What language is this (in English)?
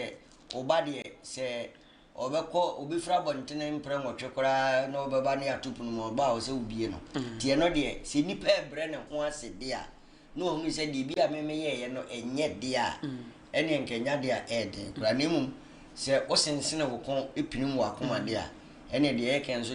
Akan